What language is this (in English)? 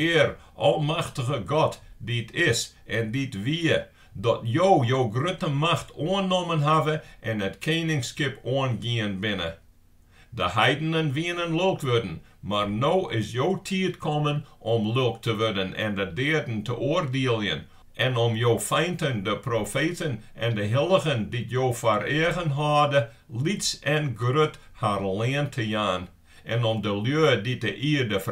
Western Frisian